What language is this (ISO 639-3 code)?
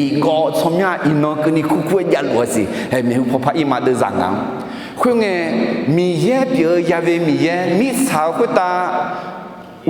ahk